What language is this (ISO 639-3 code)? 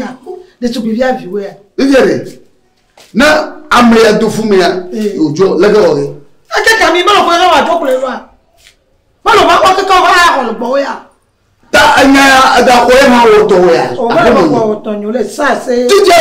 ewe